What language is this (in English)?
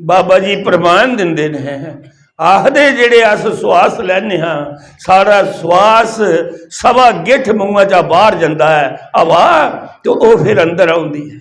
Dogri